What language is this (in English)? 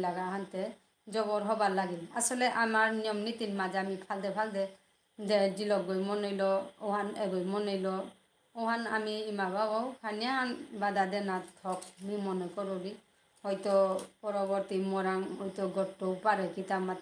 Bishnupriya